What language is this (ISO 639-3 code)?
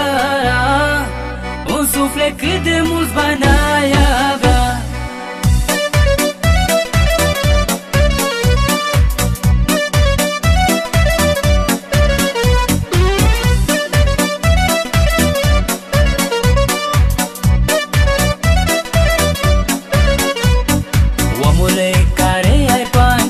ron